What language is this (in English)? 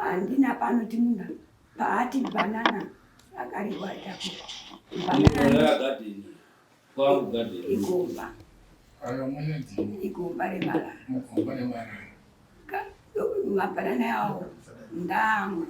Shona